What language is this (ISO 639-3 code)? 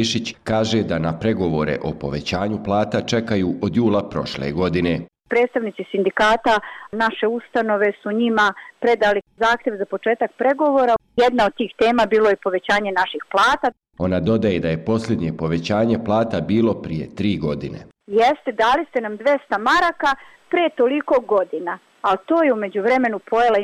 bos